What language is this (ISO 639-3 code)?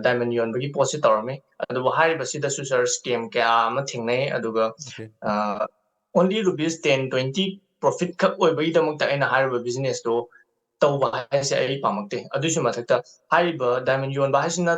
mni